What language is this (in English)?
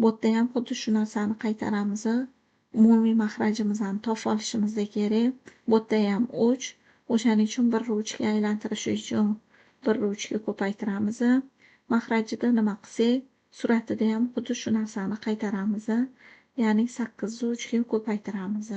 Uzbek